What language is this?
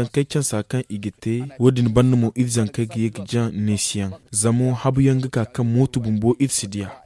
Zarma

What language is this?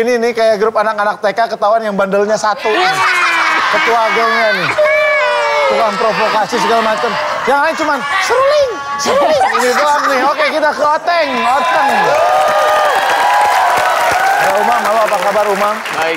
Indonesian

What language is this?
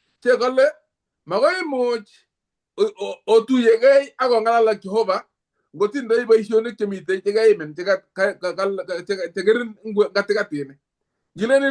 Kalenjin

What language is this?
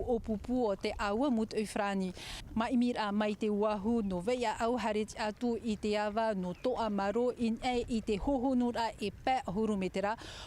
Tahitian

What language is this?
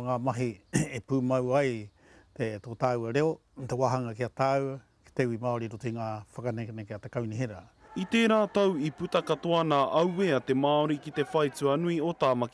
Māori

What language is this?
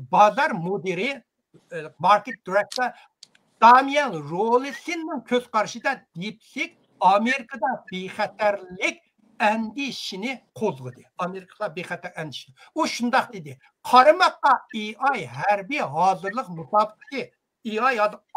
Uyghur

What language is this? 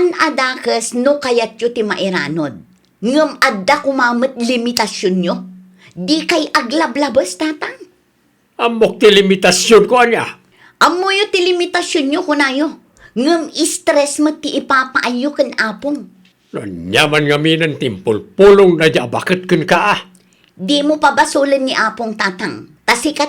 Iloko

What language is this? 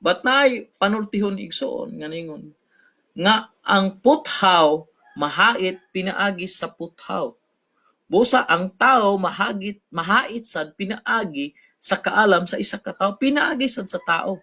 Cebuano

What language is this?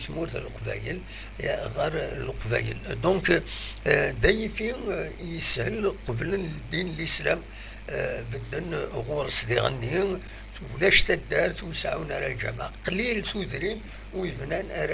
Kabyle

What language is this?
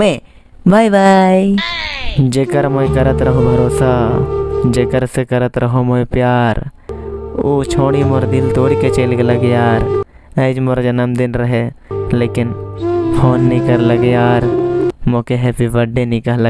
Sadri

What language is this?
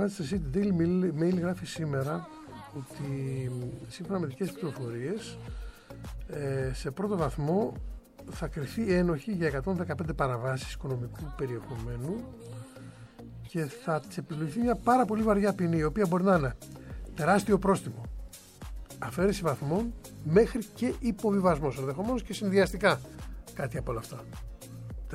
Greek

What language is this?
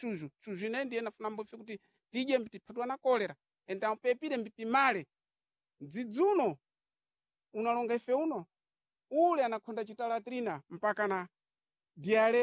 Sena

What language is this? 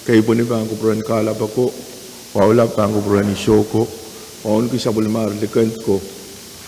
Pohnpeian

